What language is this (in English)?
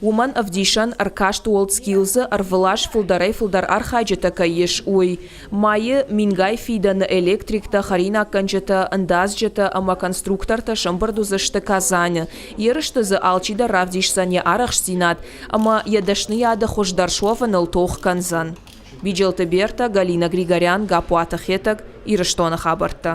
Ossetic